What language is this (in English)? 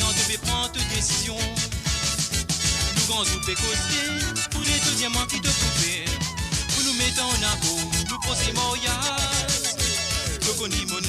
Morisyen